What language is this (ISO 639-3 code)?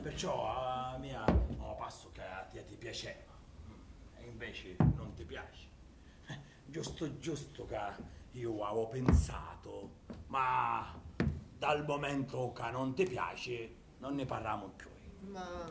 scn